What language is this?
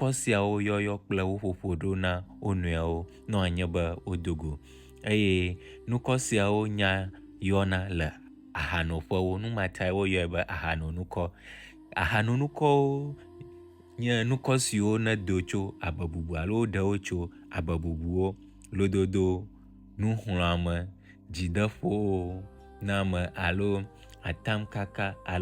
Ewe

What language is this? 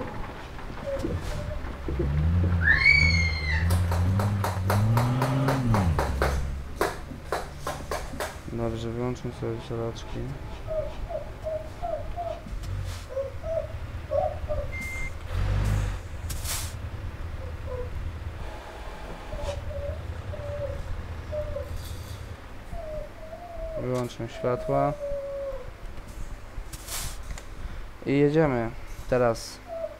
Polish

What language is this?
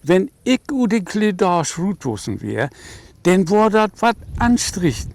Low German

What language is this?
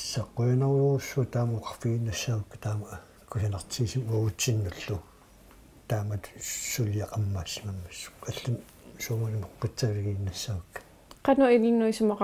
Kalaallisut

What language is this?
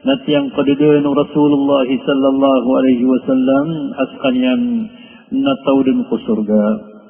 Maranao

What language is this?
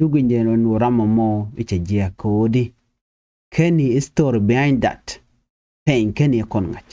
Nuer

